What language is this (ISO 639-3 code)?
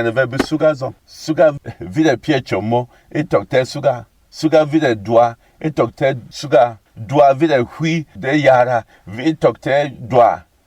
bom